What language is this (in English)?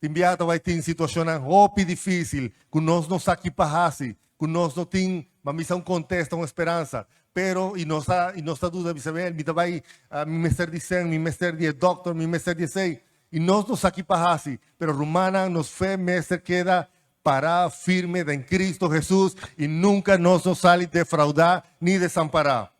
Papiamento